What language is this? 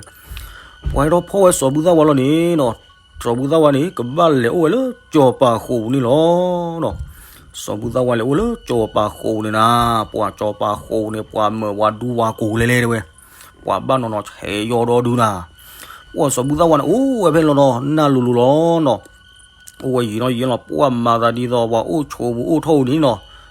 S'gaw Karen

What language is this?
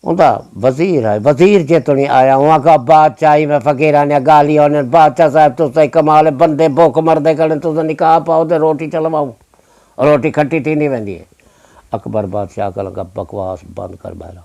Saraiki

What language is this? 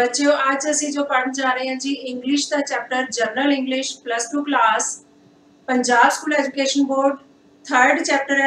Punjabi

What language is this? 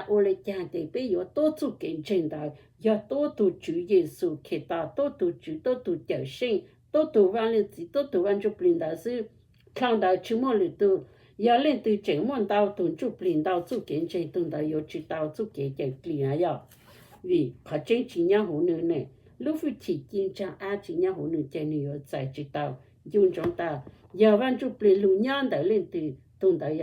Hmong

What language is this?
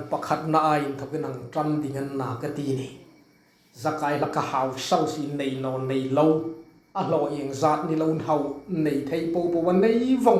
Hmar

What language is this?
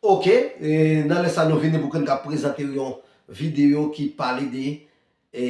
Haitian Creole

